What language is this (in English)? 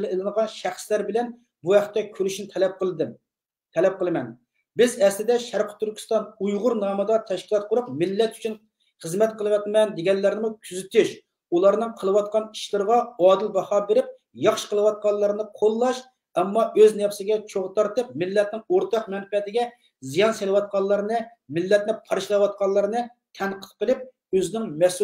Uyghur